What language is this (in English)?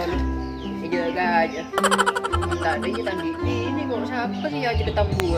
Madurese